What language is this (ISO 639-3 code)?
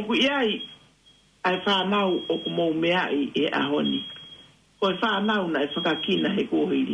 ton